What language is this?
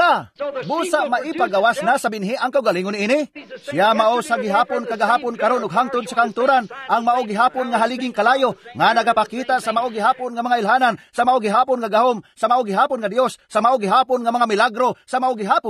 Cebuano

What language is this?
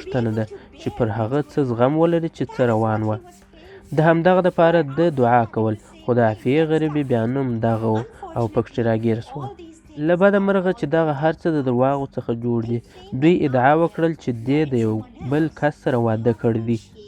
Pashto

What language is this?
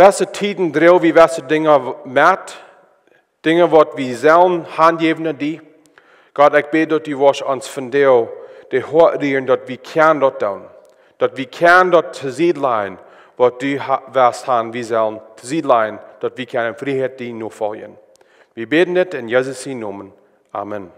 Plautdietsch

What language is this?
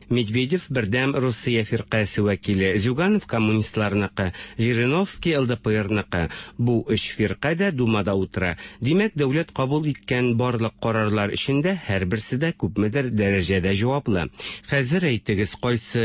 Tatar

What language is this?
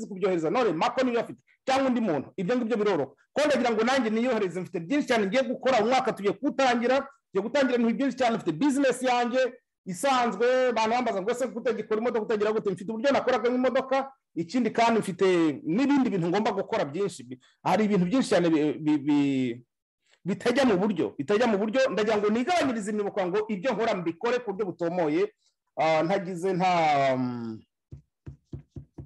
Kinyarwanda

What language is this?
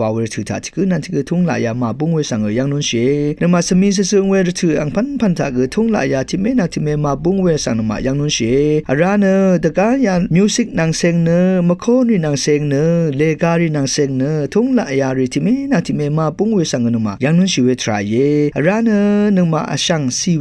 Rawang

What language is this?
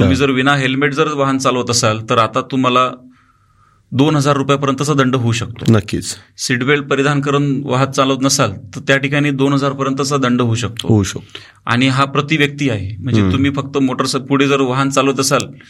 Marathi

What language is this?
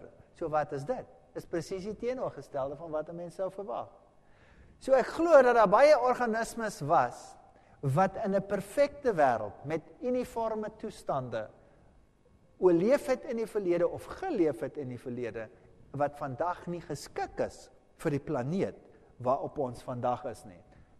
Afrikaans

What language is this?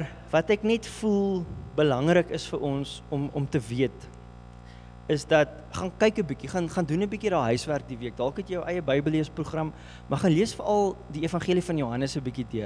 Afrikaans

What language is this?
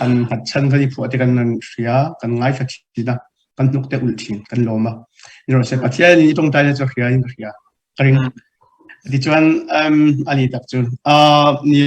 Hakha Chin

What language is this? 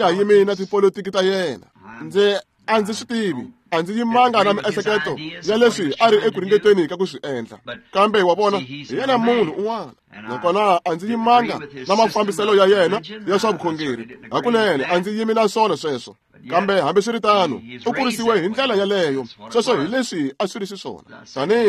Tsonga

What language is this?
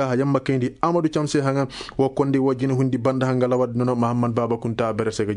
Koyraboro Senni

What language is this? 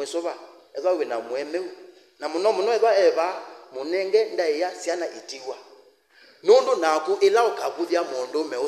Kamba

